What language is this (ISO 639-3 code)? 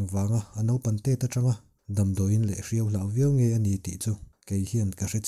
lus